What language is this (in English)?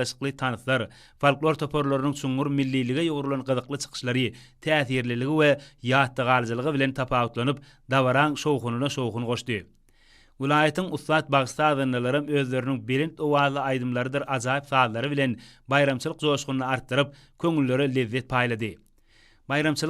Turkmen